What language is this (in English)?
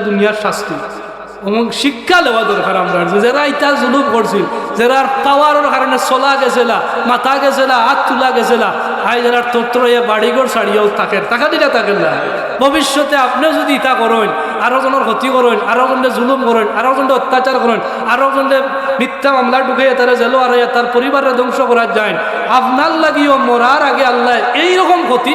Sylheti